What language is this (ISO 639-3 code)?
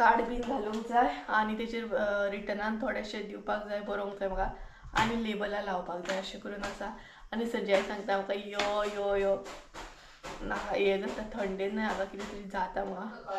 kok